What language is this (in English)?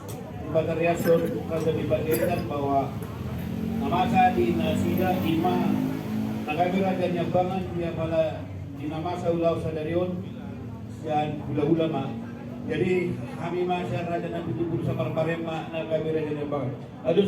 Batak Toba